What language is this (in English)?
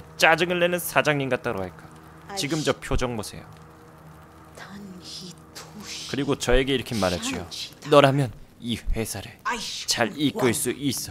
Korean